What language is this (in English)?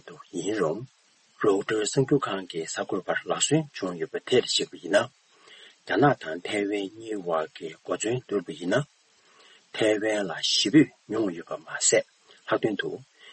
Tibetan